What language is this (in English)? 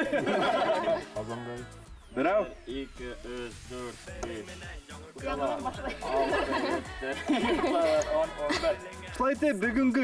Bashkir